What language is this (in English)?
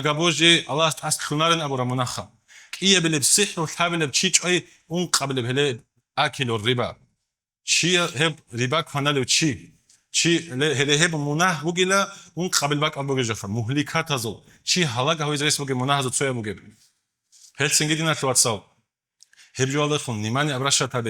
Avaric